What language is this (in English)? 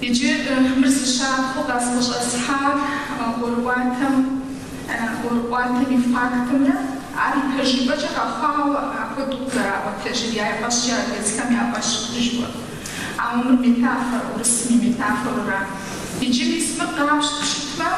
Kabardian